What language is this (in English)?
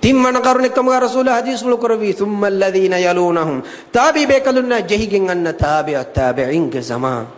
Divehi